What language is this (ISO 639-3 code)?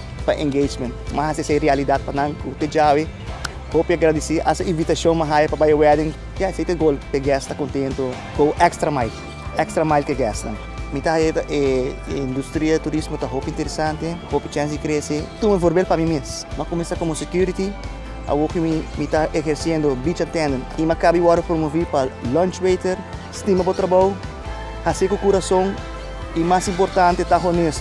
pap